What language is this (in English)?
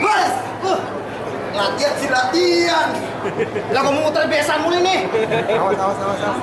Betawi